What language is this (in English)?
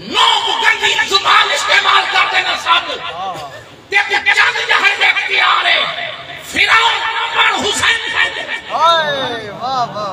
Saraiki